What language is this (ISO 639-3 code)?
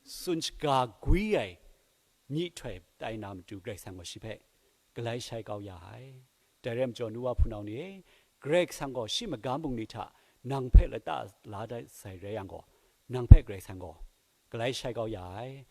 kac